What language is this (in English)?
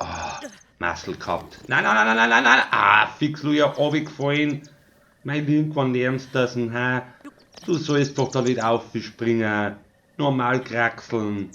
Bavarian